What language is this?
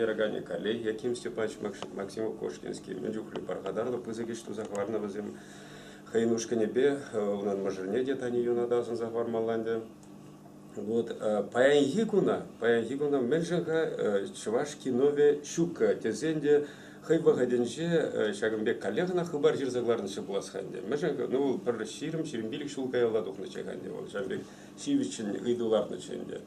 Chuvash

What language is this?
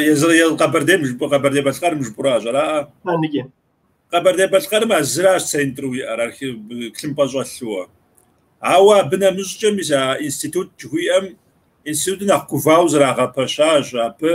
Kabardian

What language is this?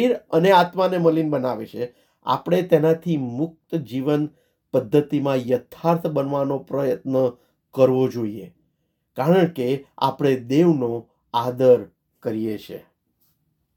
Gujarati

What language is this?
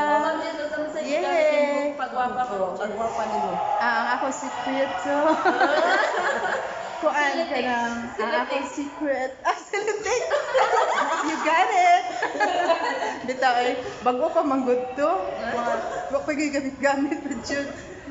Cebuano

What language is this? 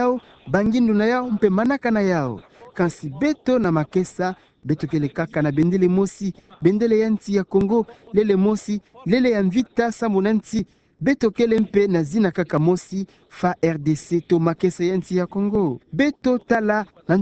Kituba (Democratic Republic of Congo)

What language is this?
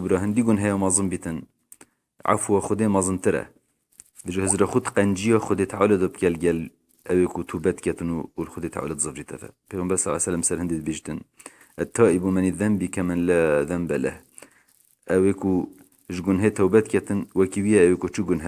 Kurdish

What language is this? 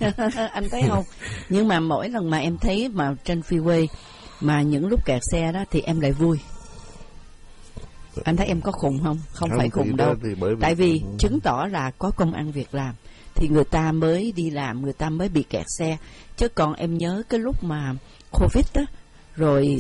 Vietnamese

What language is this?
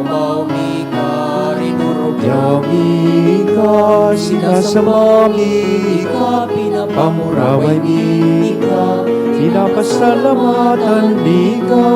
Bikol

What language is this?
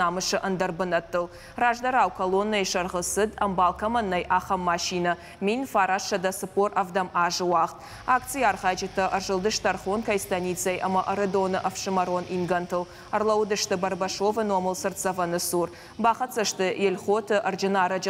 Ossetic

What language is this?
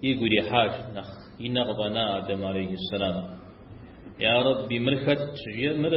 Kabardian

